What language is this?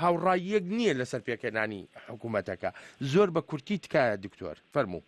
Central Kurdish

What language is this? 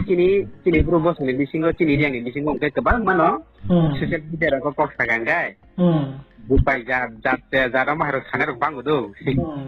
Riang (India)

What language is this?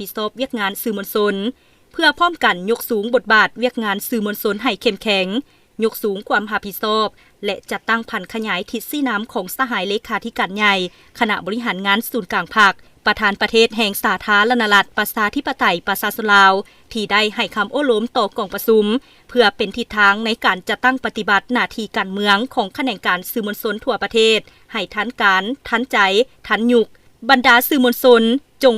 Lao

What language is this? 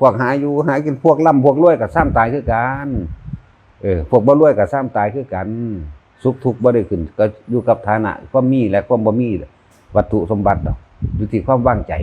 Northeastern Thai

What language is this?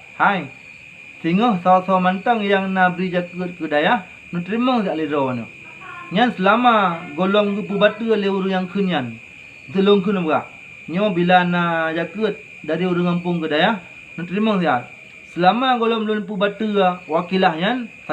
Achinese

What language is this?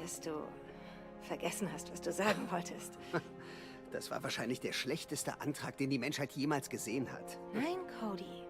Swiss German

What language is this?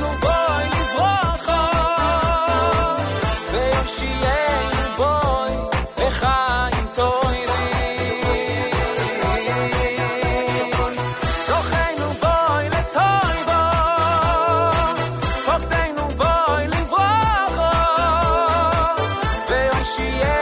Hebrew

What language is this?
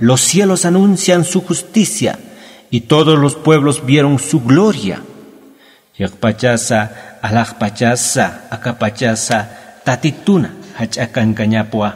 Aymara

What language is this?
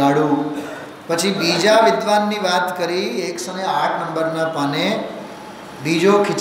Gujarati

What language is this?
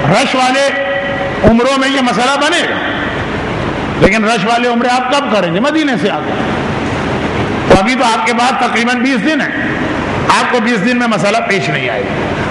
Urdu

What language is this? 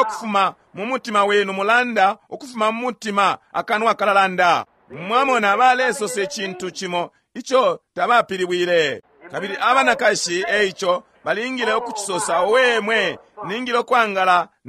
Bemba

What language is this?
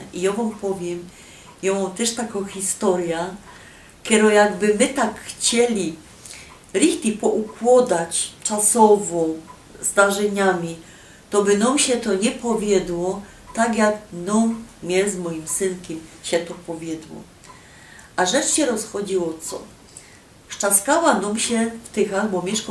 Silesian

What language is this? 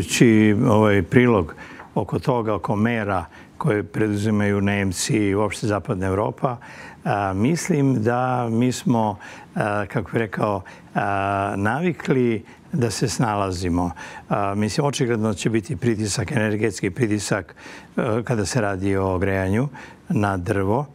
Serbian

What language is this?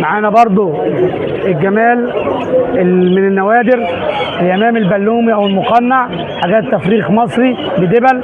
Egyptian Arabic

